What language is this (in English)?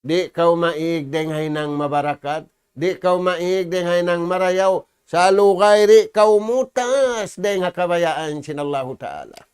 Tausug